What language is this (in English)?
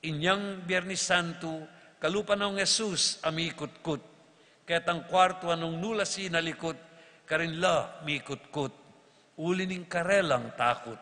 Pampanga